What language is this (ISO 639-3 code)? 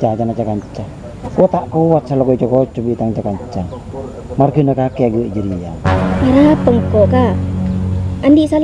mad